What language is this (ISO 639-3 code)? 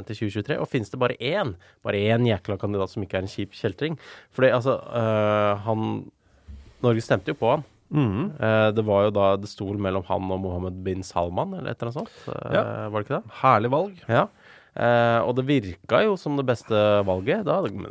nor